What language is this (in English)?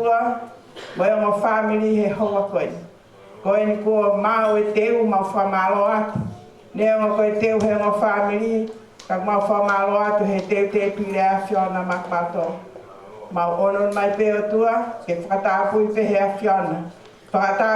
Tongan